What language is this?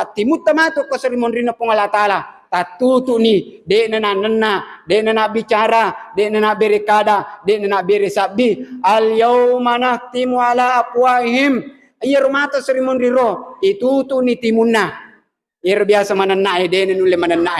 Buginese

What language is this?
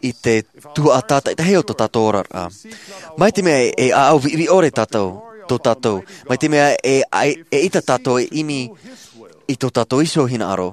Tahitian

